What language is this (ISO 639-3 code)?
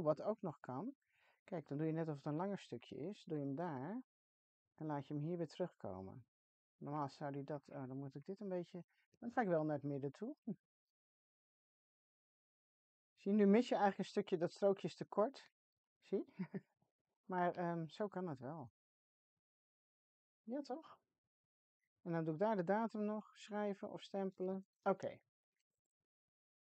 nld